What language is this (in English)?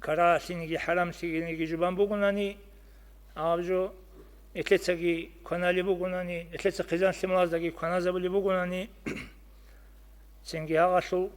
Avaric